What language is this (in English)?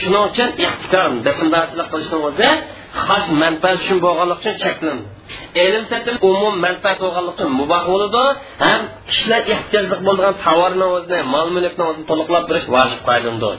Uyghur